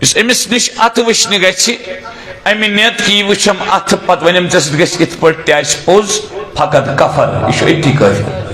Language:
Kashmiri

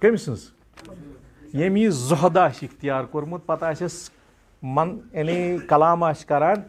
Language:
Kashmiri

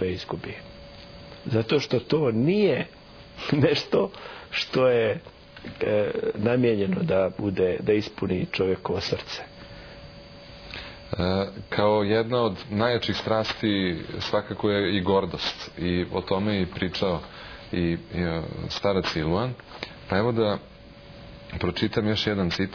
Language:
Croatian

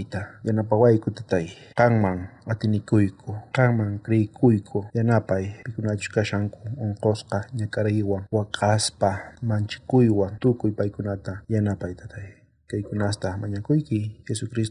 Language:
South Bolivian Quechua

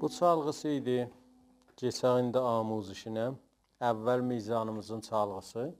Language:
South Azerbaijani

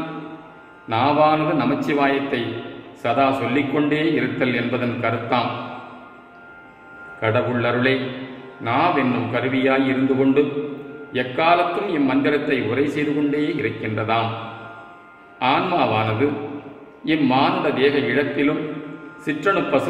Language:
Tamil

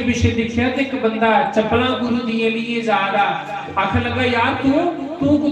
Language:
Dogri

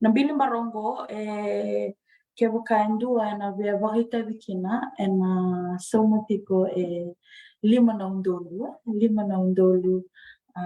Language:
Fijian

